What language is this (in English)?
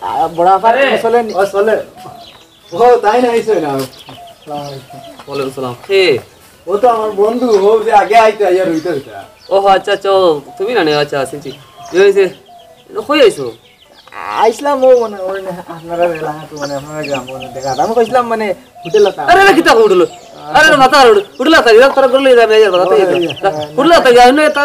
Sylheti